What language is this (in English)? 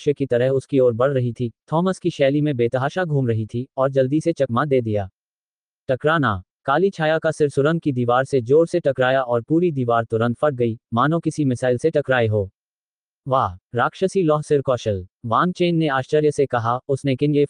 Hindi